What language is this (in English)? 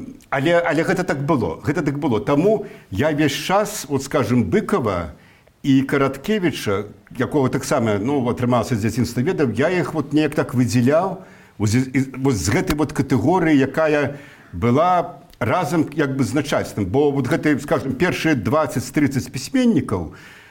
Belarusian